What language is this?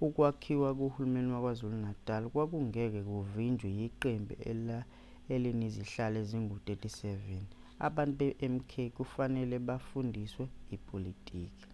Zulu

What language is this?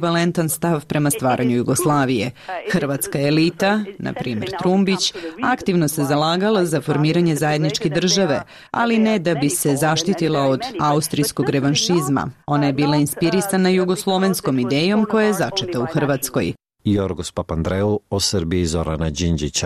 Bosnian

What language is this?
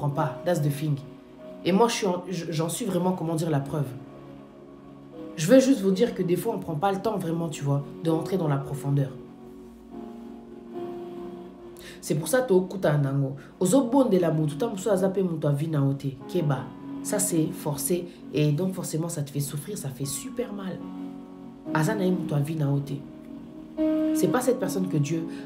French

